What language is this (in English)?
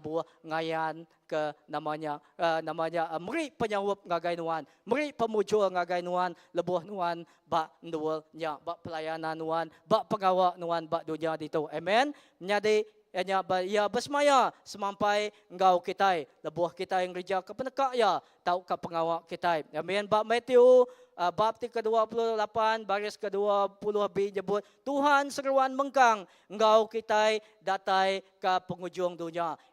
Iban